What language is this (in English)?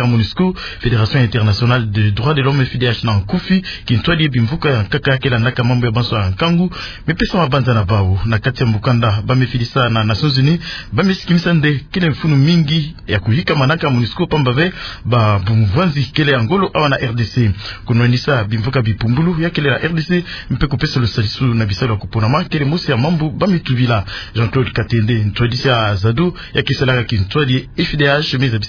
Kituba (Democratic Republic of Congo)